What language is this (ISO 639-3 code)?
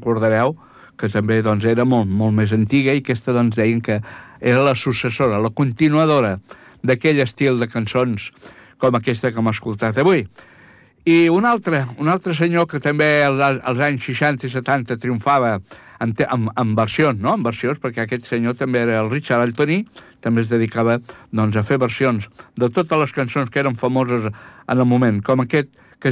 cat